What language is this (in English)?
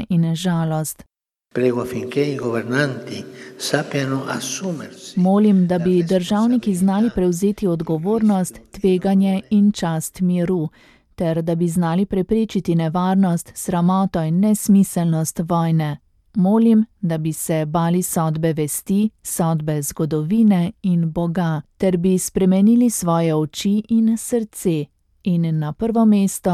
Slovenian